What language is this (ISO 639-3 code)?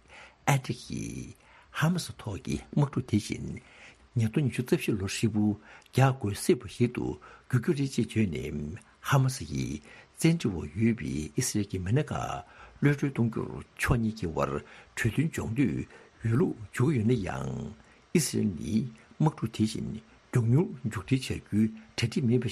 bod